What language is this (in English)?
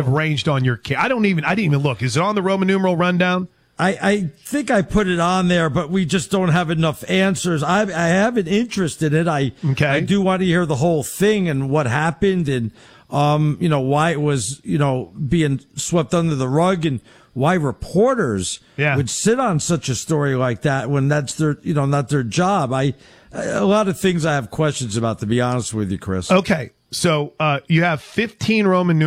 English